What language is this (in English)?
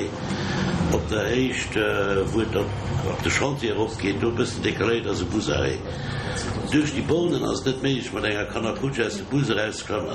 Luxembourgish